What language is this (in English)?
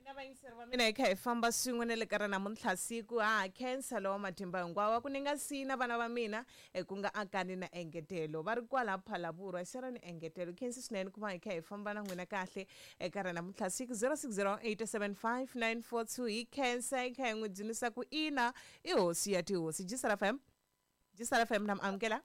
Tsonga